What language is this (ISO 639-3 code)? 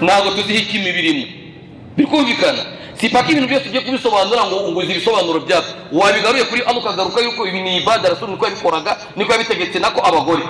kin